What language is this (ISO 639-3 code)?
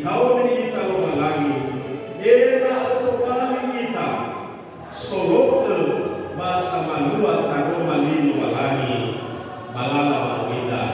nia